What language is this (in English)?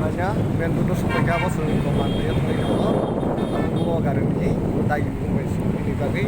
Kok Borok